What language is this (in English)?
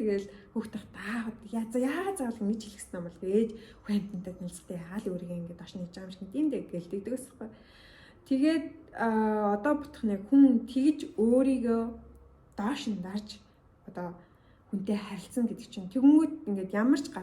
Mongolian